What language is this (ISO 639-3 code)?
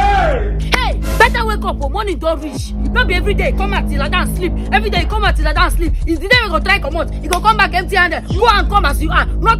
pcm